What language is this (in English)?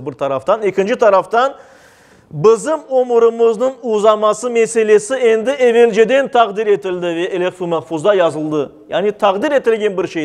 Crimean Tatar